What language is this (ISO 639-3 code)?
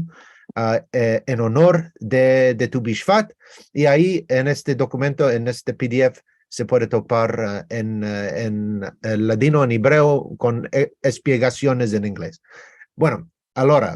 lad